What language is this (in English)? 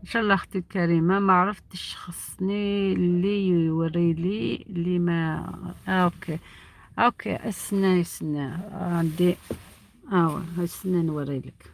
Algerian Arabic